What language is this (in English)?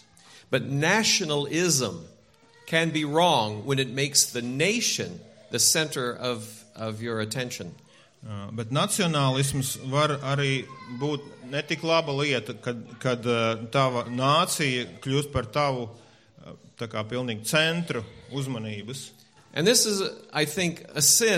Latvian